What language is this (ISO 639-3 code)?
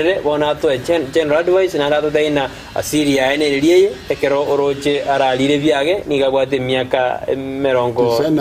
guz